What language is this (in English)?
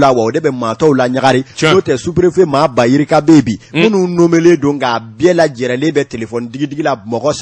Bambara